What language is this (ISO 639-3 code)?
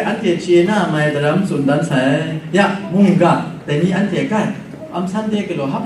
kac